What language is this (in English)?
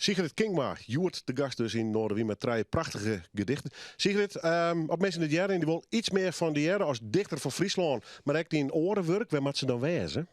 Western Frisian